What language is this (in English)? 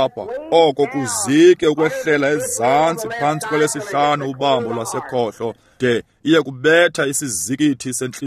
Xhosa